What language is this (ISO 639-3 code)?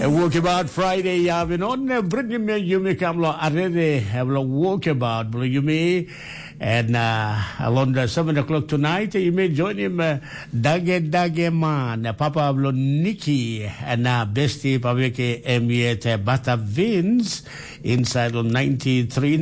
tpi